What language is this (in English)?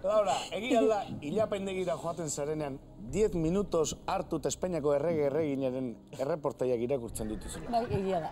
Basque